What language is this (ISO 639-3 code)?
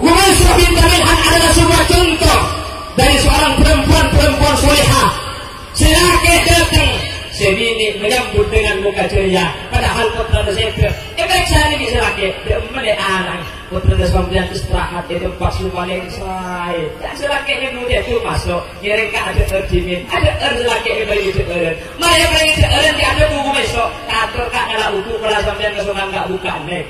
mad